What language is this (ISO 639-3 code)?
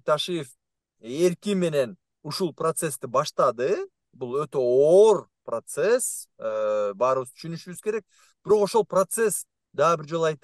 kir